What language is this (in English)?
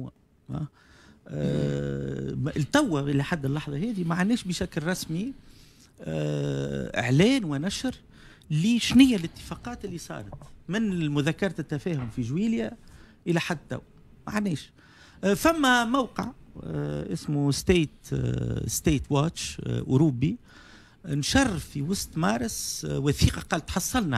Tunisian Arabic